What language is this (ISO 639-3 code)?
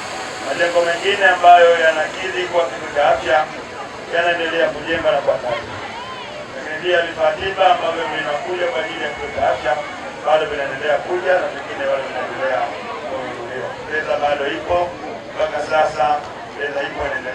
swa